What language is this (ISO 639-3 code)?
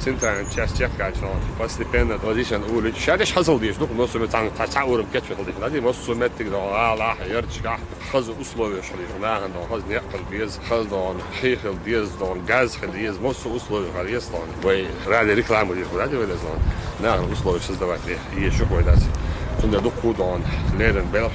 che